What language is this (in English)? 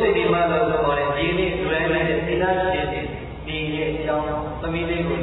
Burmese